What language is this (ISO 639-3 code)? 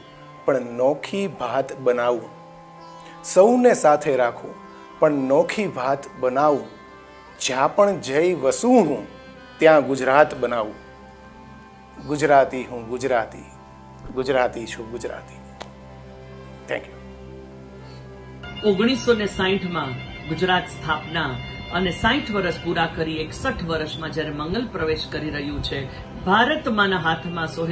guj